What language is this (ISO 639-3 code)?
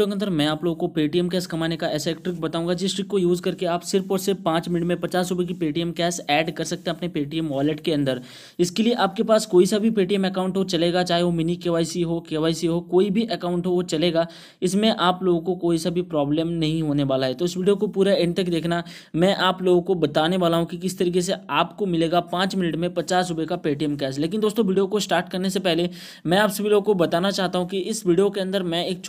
hin